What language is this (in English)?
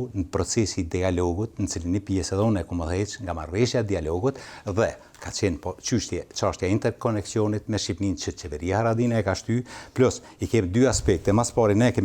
Albanian